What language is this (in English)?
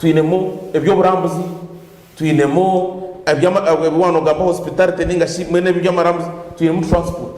Nyankole